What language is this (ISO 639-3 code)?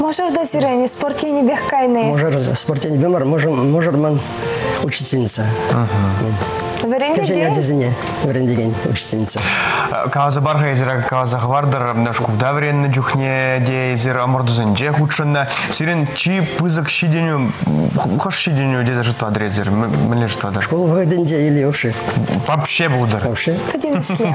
chv